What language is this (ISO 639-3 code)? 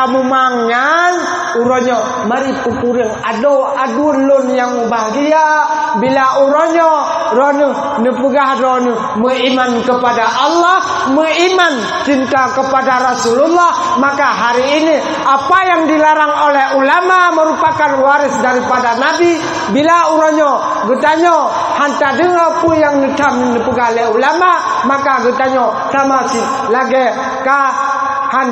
ace